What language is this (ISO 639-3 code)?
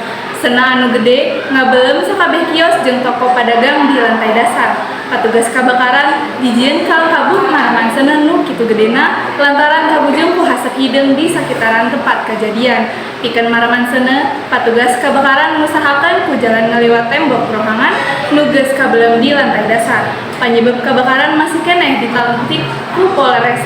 sun